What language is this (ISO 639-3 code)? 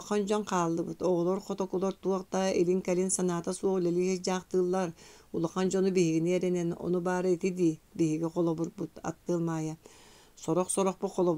sah